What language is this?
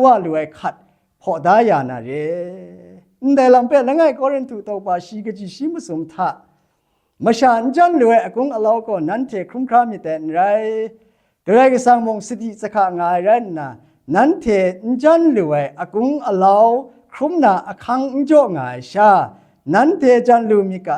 Kachin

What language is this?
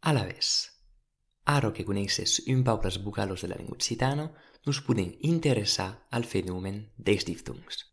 Occitan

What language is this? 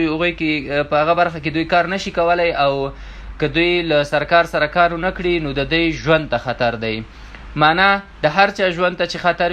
Pashto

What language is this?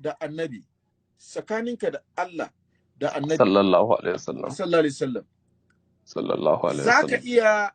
Hausa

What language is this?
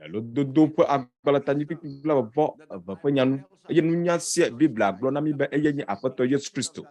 Ewe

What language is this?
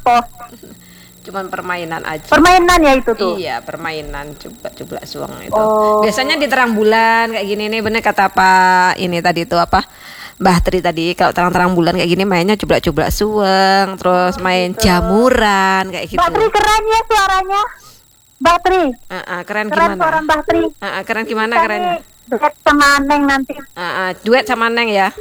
Indonesian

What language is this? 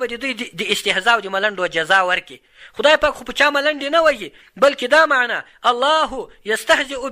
Pashto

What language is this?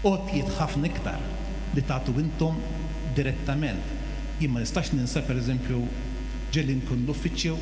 Maltese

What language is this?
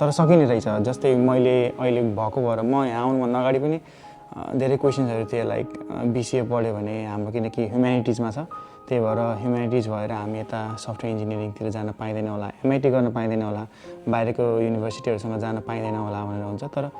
Nepali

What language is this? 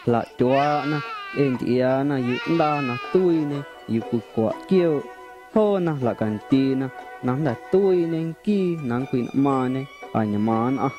Guerrero Amuzgo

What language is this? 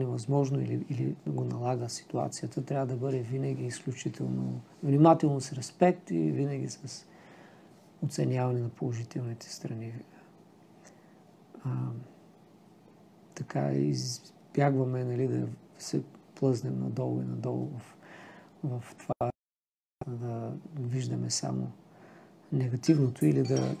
Bulgarian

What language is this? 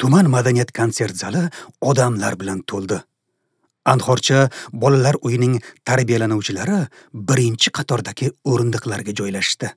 Uzbek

